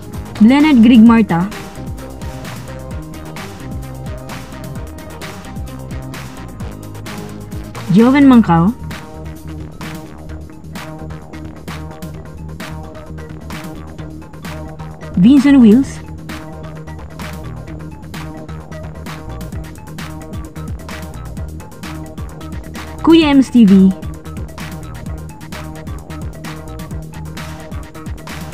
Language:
Filipino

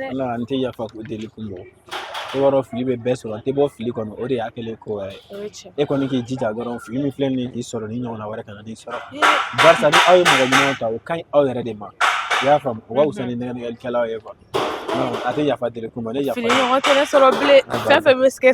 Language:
Bambara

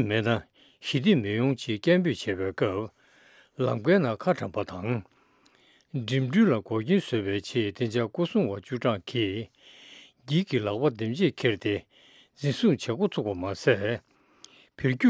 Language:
Tibetan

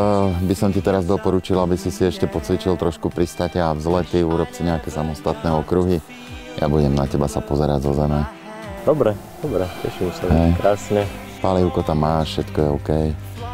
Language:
Slovak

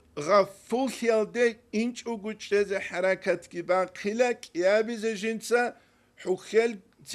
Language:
Avaric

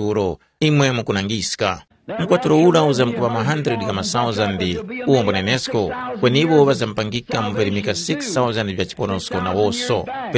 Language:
Tumbuka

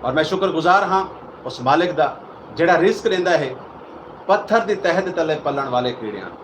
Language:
Saraiki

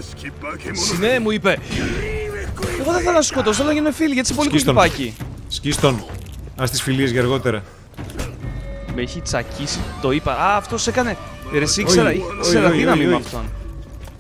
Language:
Greek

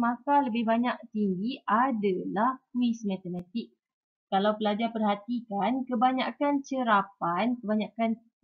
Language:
Malay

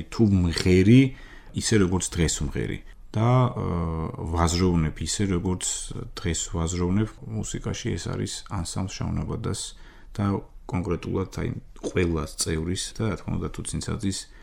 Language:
Georgian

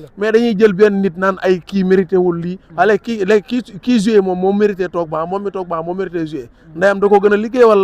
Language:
Wolof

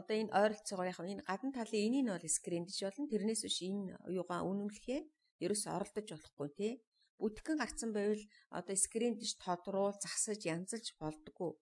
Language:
Mongolian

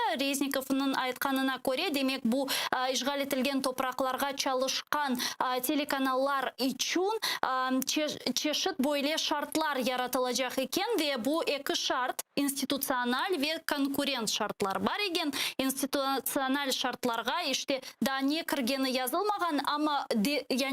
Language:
Crimean Tatar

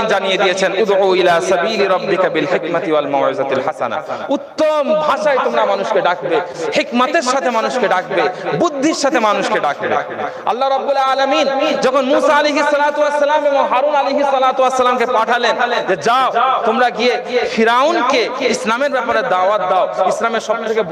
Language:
Bangla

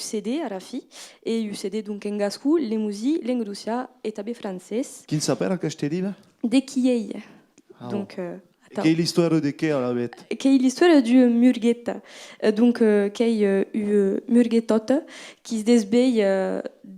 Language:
Occitan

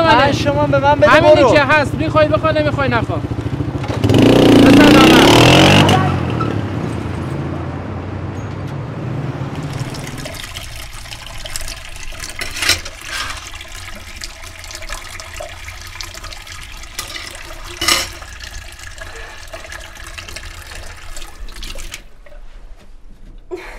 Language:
Persian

